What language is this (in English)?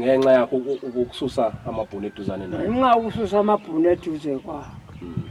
Zulu